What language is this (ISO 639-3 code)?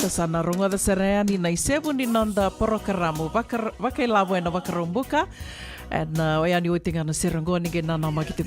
fij